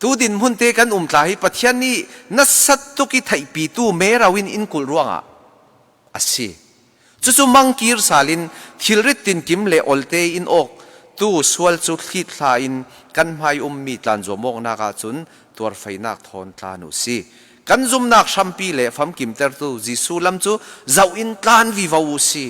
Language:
Falam Chin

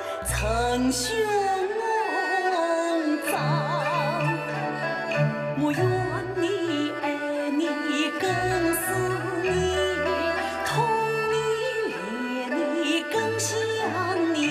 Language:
Chinese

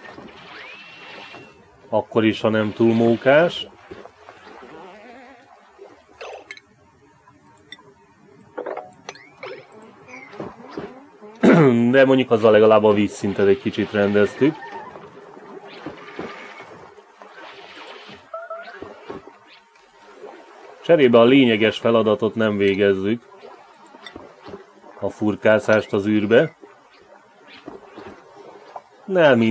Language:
Hungarian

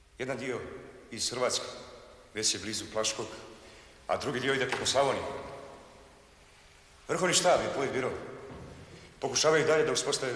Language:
Serbian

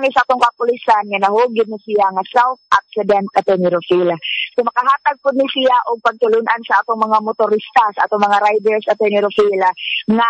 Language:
Cebuano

